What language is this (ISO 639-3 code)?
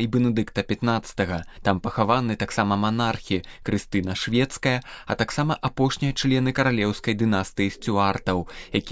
bel